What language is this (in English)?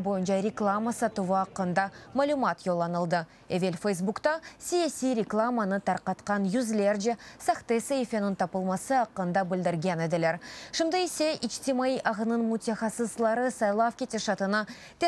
Crimean Tatar